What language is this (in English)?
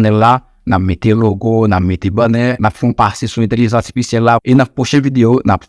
Haitian Creole